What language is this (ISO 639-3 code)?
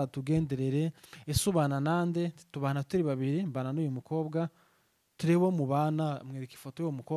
run